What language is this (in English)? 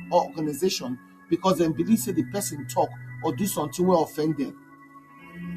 Nigerian Pidgin